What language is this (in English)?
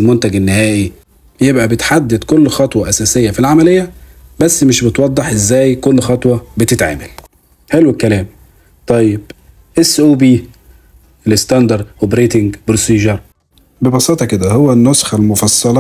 Egyptian Arabic